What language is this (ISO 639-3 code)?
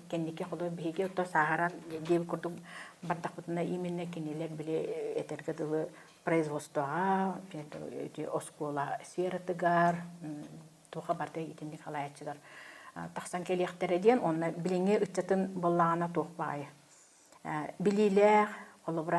sah